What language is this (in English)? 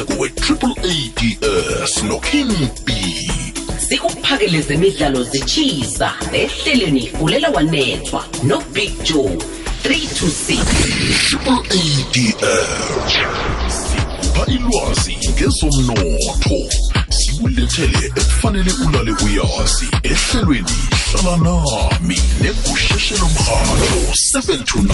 South Ndebele